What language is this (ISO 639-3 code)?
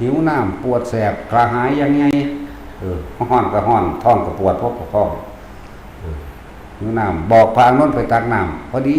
tts